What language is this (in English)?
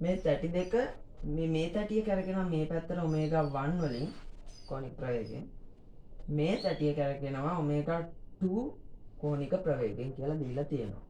Sinhala